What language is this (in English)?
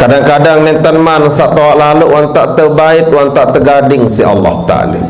Sasak